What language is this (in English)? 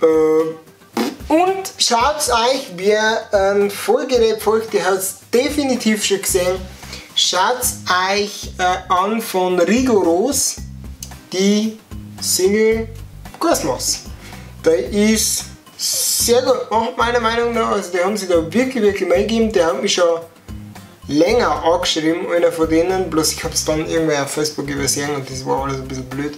Bavarian